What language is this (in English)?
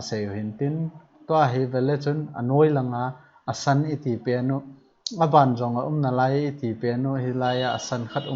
Thado Chin